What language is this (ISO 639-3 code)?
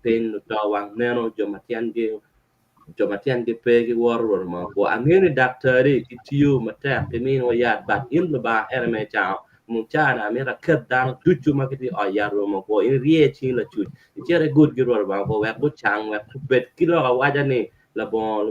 ach